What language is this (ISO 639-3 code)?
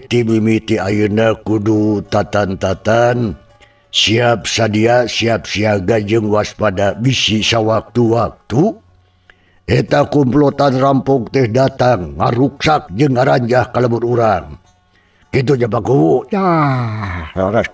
sun